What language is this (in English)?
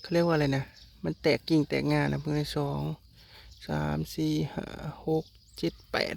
Northeastern Thai